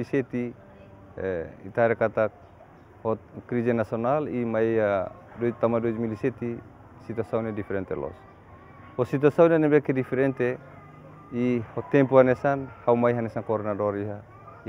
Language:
Tetum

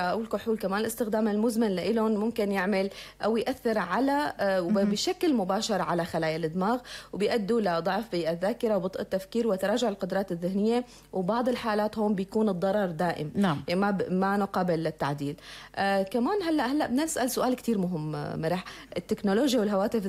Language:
North Levantine Arabic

